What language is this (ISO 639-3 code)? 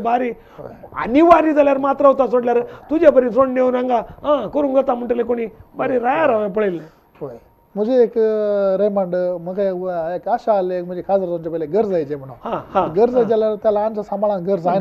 kok